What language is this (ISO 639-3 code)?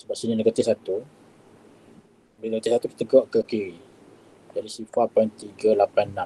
msa